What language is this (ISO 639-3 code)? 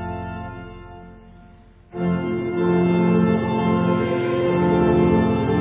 hun